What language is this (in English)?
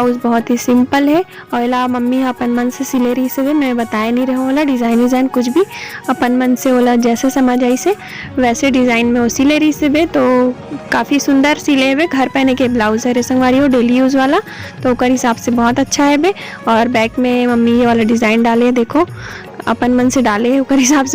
Chhattisgarhi